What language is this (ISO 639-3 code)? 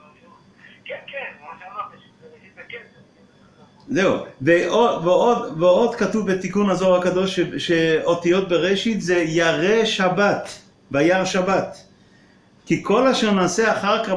heb